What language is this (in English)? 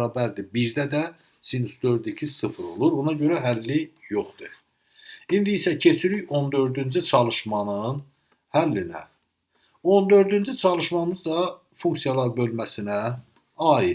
Azerbaijani